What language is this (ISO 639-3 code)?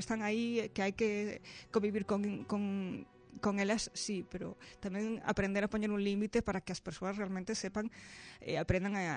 glg